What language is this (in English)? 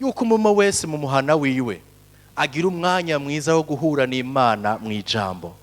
Rundi